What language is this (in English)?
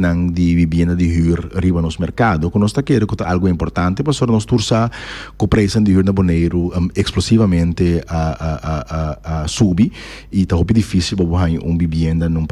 Papiamento